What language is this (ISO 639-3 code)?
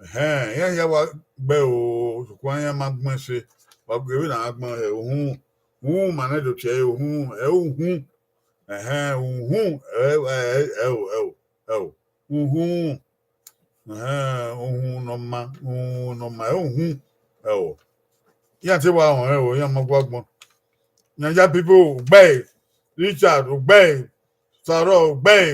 bin